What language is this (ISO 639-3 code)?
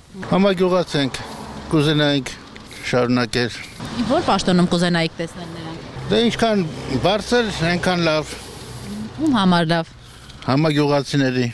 hye